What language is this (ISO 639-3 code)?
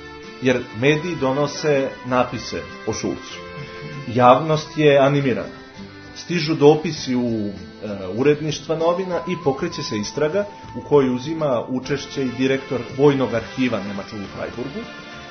srp